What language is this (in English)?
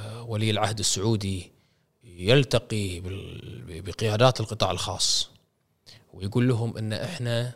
Gulf Arabic